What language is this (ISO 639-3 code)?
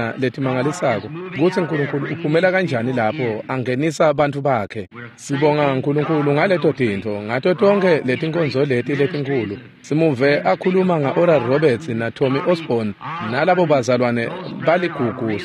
ssw